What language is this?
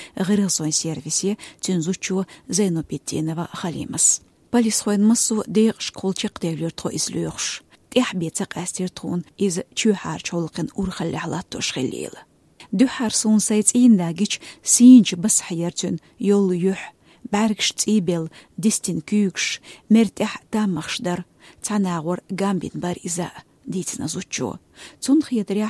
Chechen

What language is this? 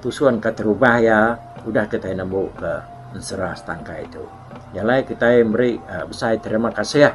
Iban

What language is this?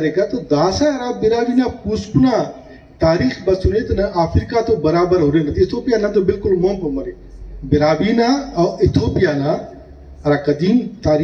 Brahui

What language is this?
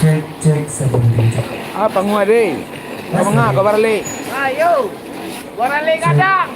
Minangkabau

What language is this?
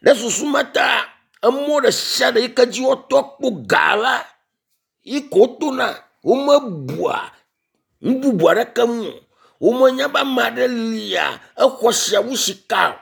Ewe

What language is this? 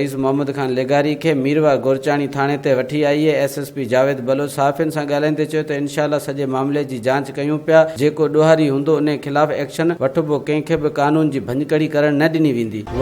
Sindhi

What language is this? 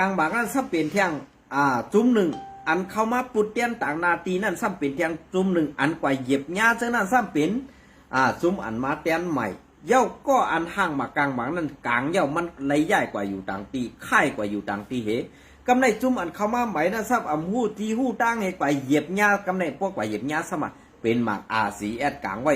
Shan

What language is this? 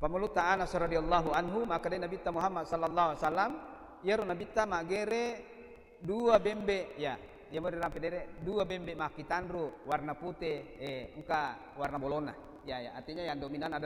Buginese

